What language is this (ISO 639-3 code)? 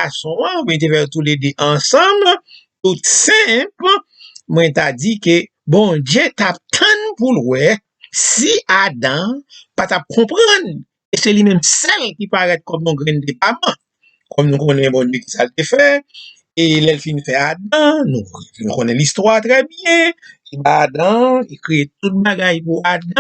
hat